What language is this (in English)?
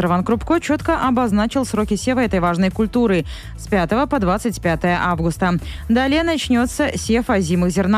Russian